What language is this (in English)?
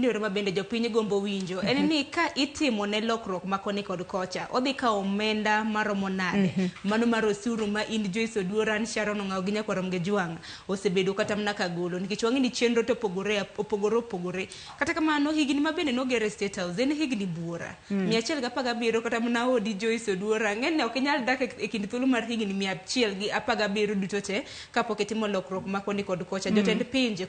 Luo (Kenya and Tanzania)